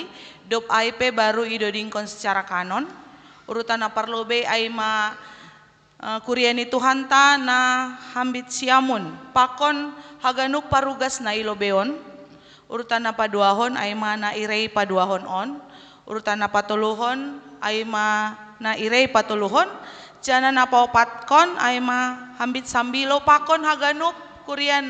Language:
Batak Simalungun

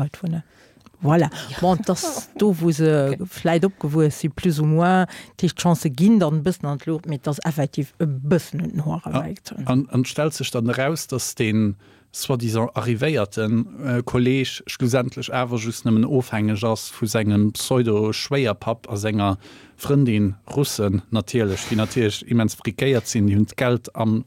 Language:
Luxembourgish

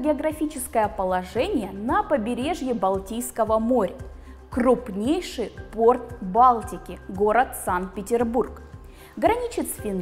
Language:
Russian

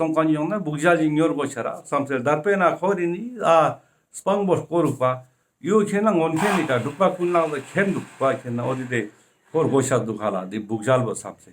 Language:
Ladakhi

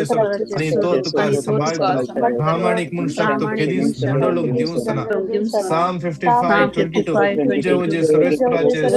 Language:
Konkani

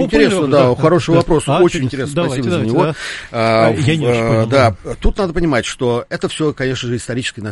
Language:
Russian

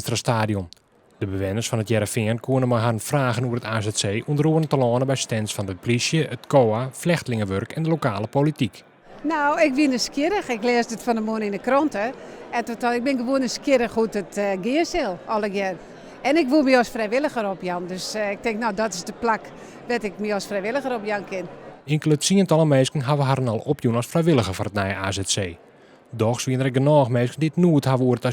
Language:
Western Frisian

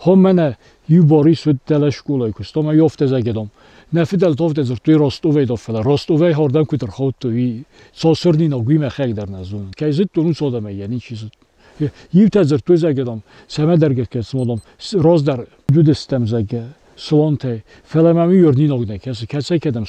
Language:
Ossetic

